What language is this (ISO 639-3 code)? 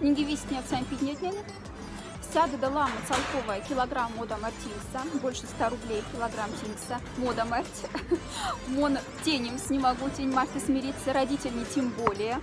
mdf